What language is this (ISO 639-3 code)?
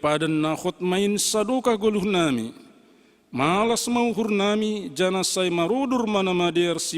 bts